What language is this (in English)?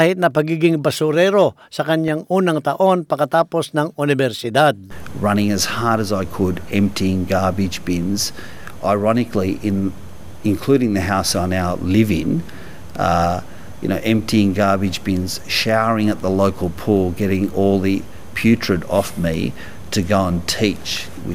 Filipino